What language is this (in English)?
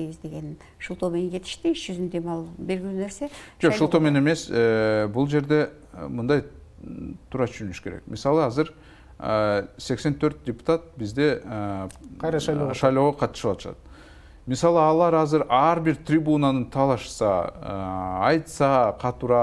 Kyrgyz